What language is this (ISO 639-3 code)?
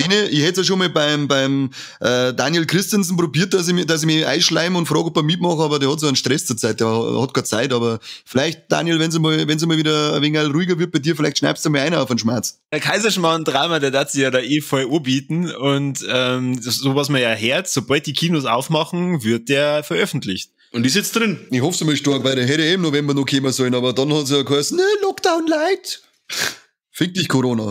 bar